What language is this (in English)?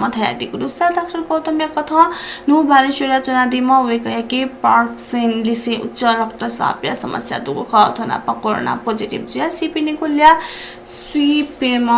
Newari